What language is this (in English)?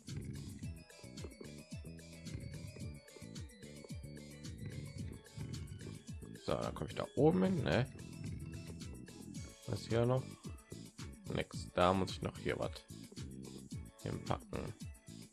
German